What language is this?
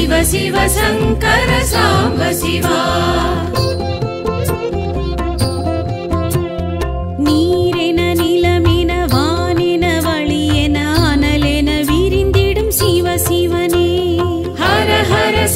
Tamil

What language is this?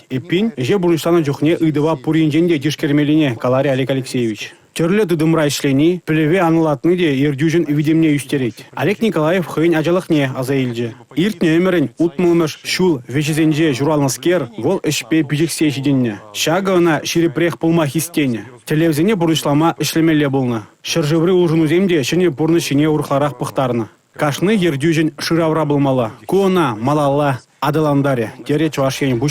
Chuvash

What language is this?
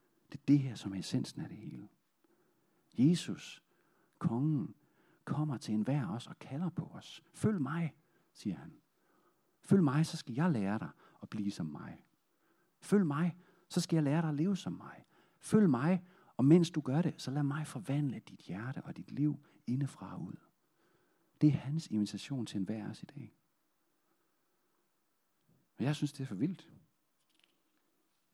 Danish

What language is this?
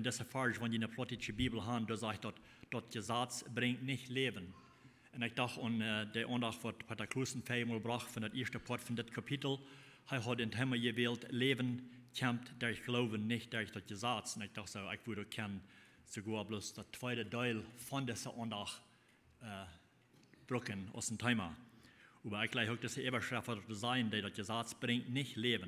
Plautdietsch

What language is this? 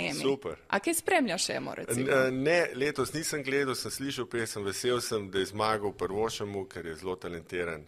Slovenian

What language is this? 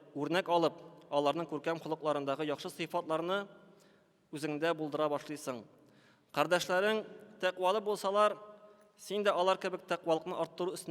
Tatar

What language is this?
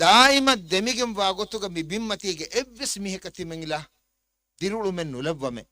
Divehi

